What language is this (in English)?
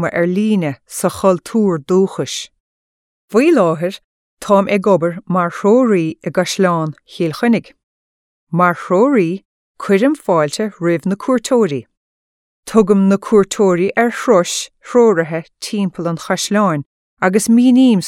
Irish